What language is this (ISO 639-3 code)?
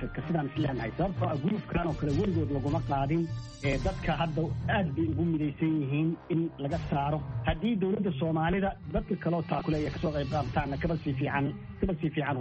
som